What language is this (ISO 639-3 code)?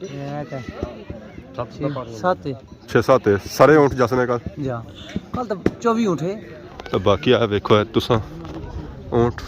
phr